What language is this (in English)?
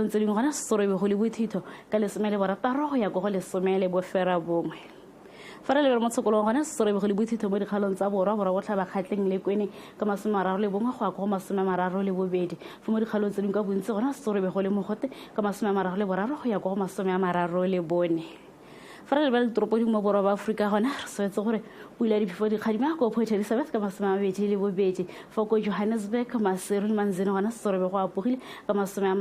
Tswana